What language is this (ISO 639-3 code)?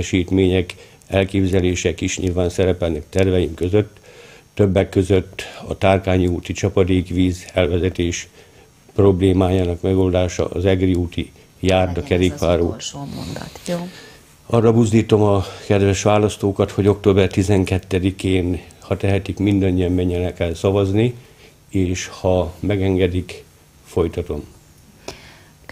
hun